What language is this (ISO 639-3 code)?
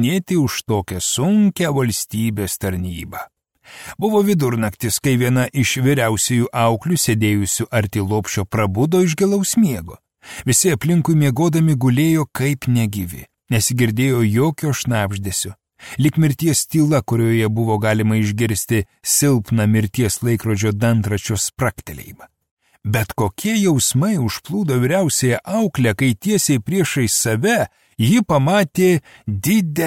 lit